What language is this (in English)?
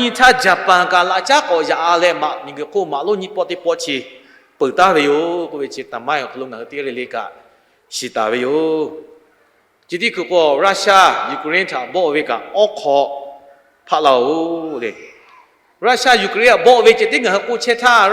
Lahu